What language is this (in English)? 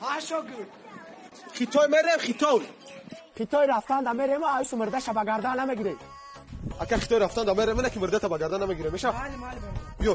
Tajik